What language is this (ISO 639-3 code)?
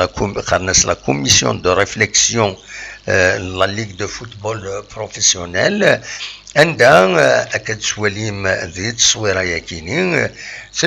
kab